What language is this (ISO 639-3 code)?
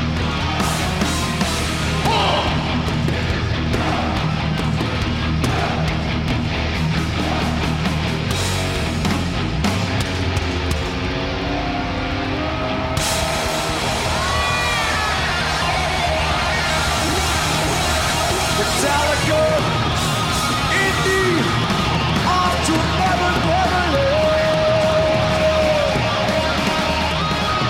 eng